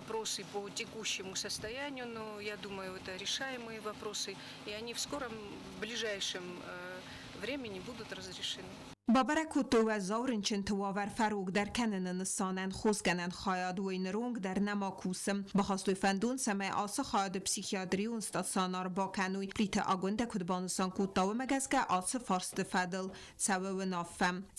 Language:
Ossetic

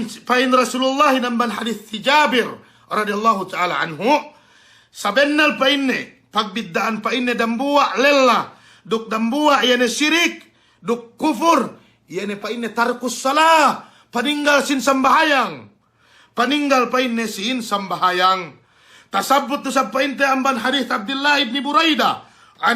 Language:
Yakan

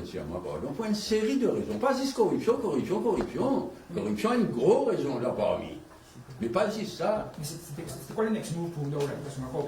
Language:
Morisyen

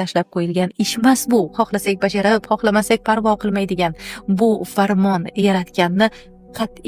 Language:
Uzbek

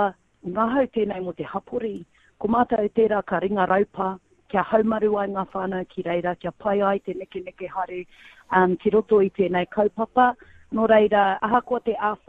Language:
Māori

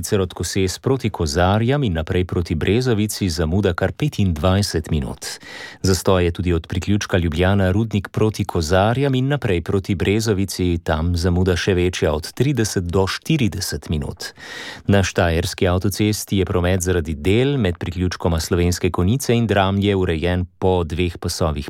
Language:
Slovenian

